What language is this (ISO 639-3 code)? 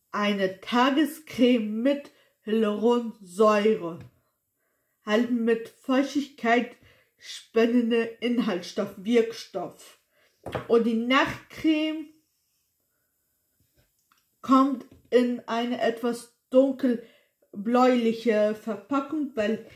deu